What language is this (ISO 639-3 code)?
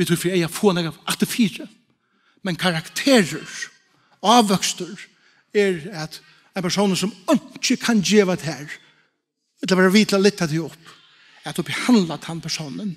fao